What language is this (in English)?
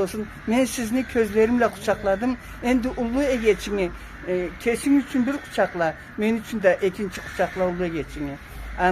Karachay-Balkar